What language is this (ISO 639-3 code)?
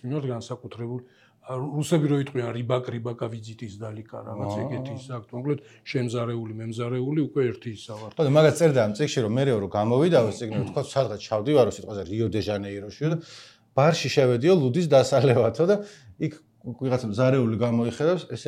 kat